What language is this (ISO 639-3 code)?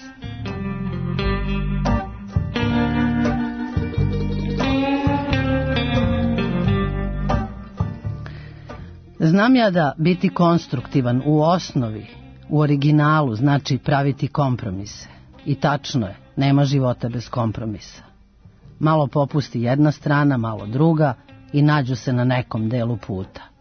srp